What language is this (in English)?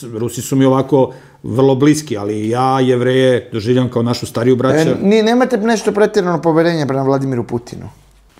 Serbian